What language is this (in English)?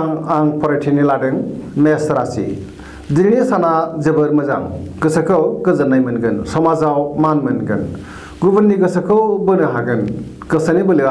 Bodo